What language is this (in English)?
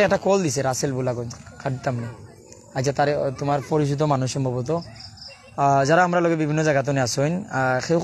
Sylheti